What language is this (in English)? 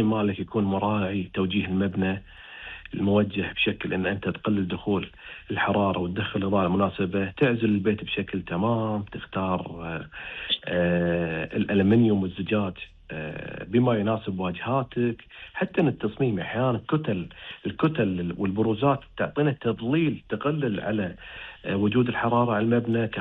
Gulf Arabic